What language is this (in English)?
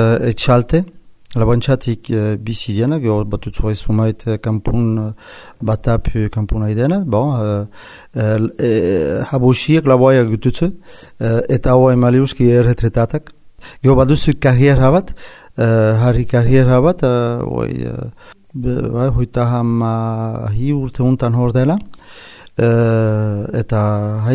Basque